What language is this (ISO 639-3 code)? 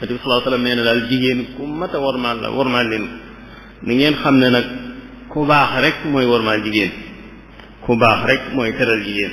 wol